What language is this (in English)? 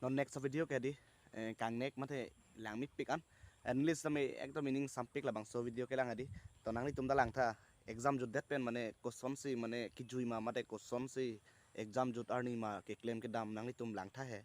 Karbi